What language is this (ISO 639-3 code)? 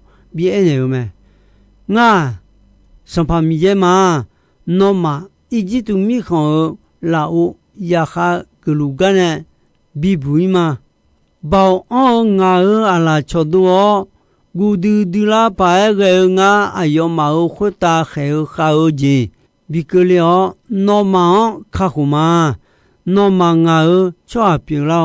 ahk